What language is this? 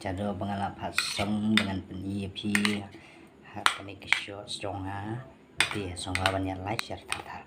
Khasi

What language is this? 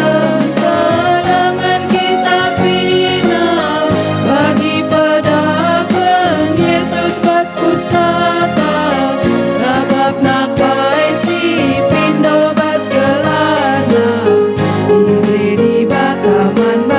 Batak Karo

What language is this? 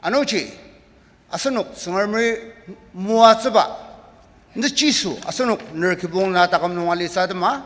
Ao Naga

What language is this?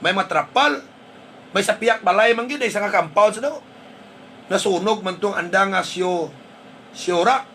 Hiligaynon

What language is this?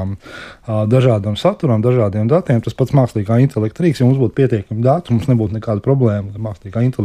Latvian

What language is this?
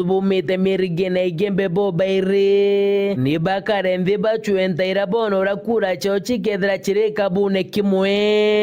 Meru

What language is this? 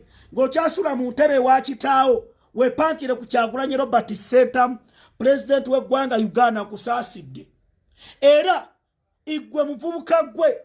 Ganda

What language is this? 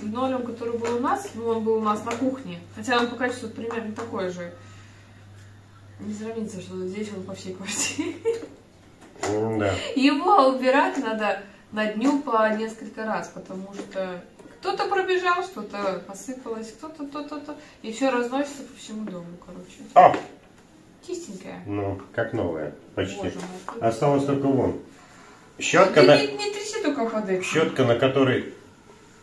Russian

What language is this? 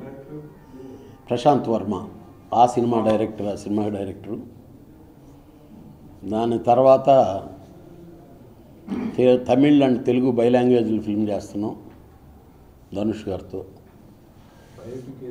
Telugu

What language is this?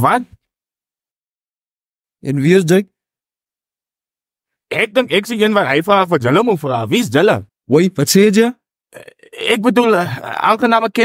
Afrikaans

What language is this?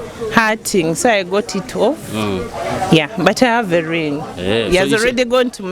Nyoro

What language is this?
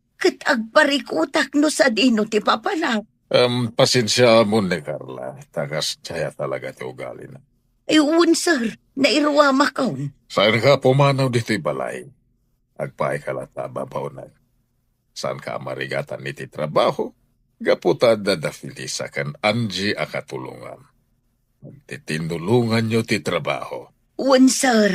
Iloko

